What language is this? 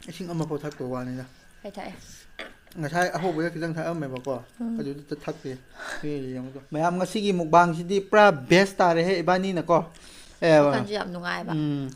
Manipuri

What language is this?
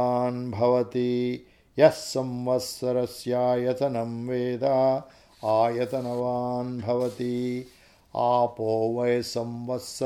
Sanskrit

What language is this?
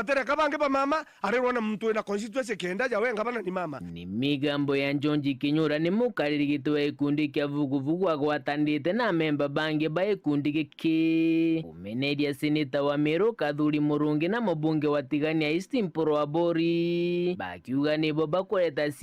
Meru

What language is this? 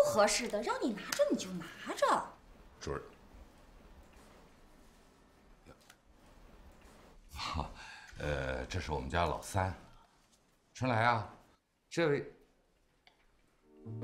Chinese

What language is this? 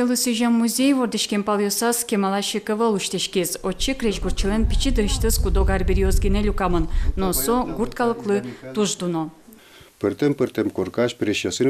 Udmurt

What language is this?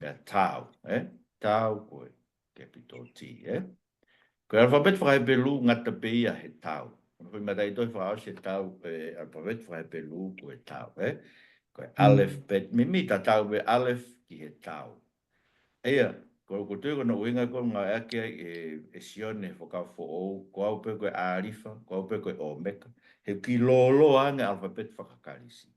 Tongan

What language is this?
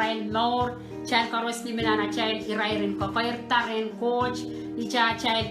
Pohnpeian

